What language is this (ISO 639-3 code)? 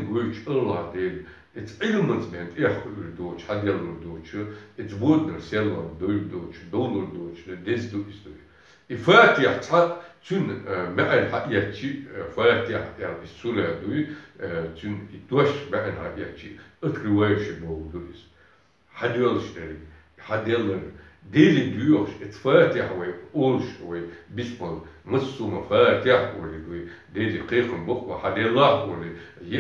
che